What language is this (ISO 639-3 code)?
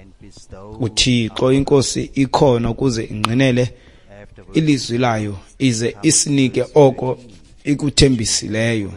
xho